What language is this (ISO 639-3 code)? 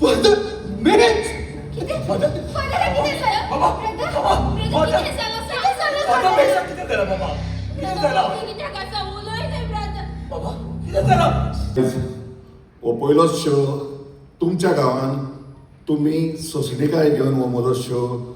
kok